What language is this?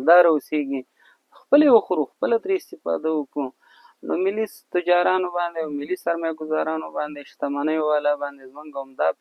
Pashto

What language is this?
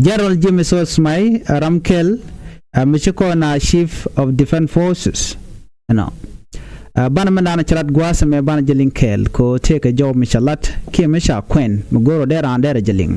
Nuer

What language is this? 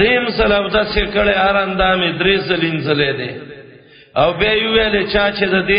Pashto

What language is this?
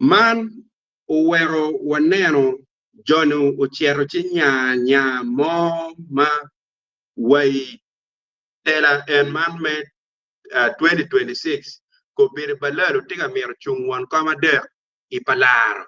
Acoli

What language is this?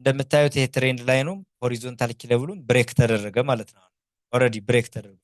Amharic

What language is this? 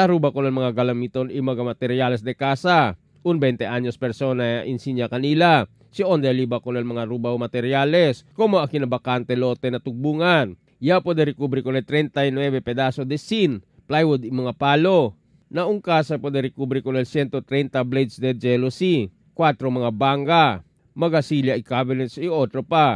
Chavacano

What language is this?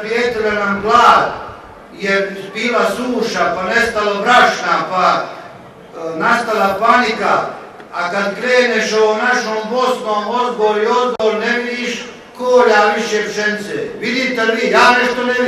Bosnian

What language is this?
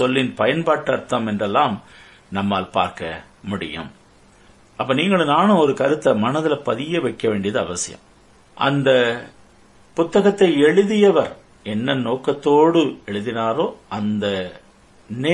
Tamil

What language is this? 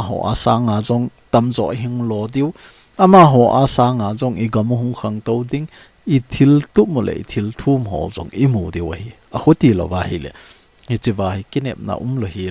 Thado Chin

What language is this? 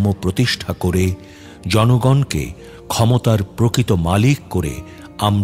Bangla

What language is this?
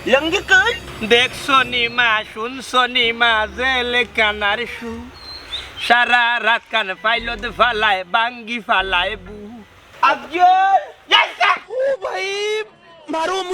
Sylheti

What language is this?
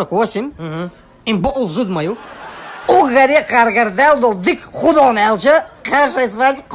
Chechen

